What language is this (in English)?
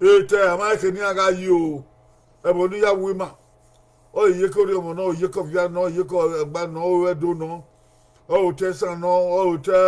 Bini